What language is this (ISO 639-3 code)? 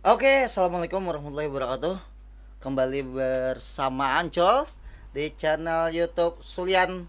bjn